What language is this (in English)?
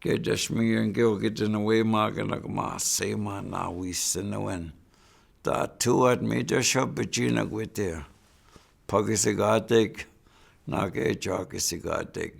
Chippewa